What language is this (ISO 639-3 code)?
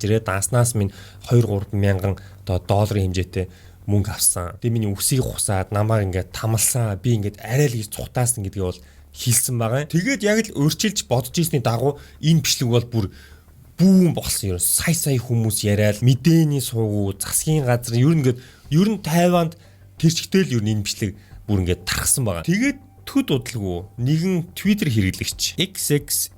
mon